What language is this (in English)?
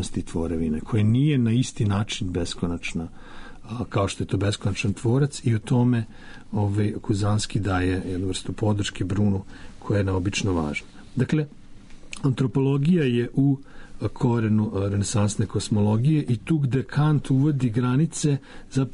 Serbian